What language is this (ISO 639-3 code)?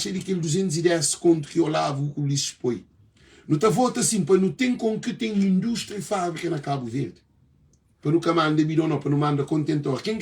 kea